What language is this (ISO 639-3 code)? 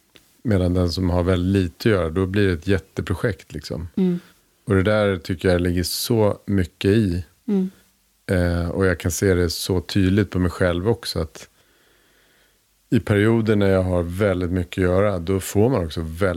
swe